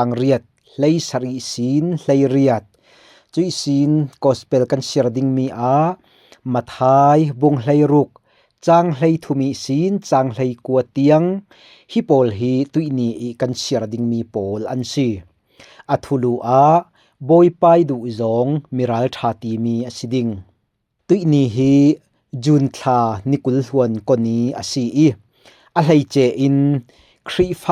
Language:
Falam Chin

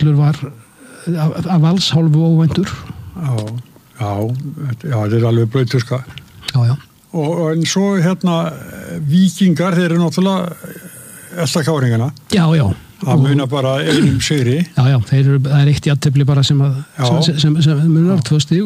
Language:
Icelandic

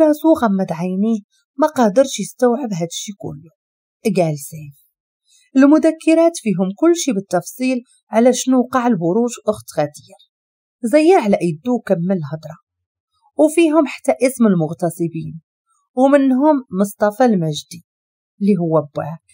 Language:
Moroccan Arabic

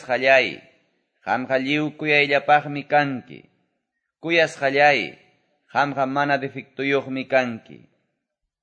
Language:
Quechua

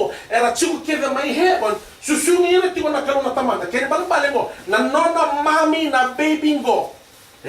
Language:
Fijian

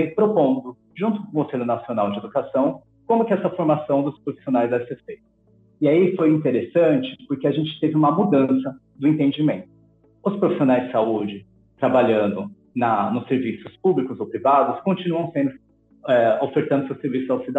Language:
Portuguese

